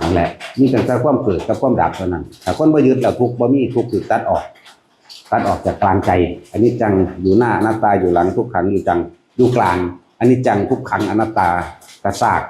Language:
Northeastern Thai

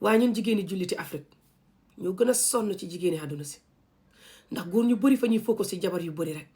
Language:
Wolof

